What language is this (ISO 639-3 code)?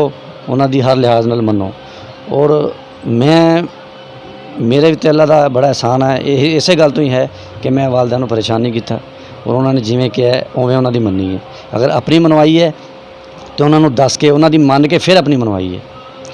lah